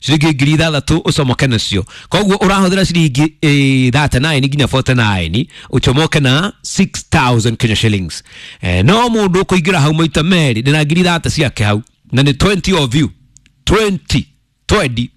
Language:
Kikuyu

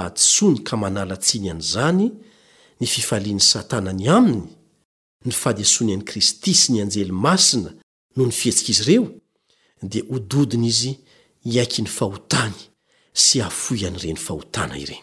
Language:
Malagasy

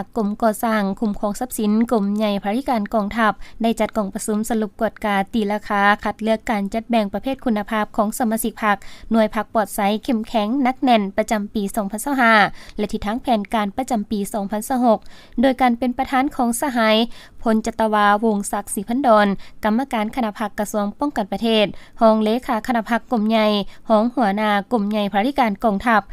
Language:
Lao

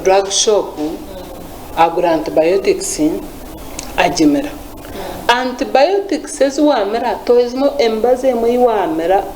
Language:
Nyankole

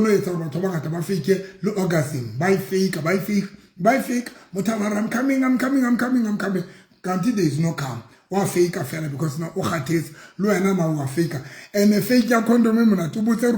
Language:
Southern Sotho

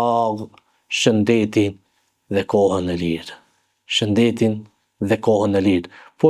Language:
Albanian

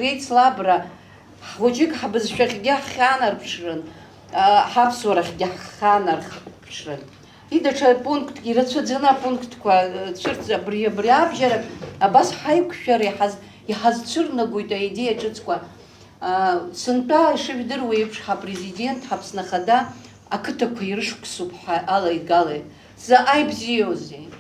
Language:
Abkhazian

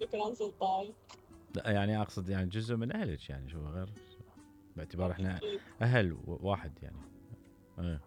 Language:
Mesopotamian Arabic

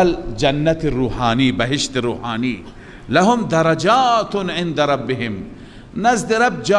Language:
Persian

